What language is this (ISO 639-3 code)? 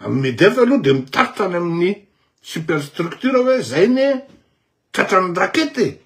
mlg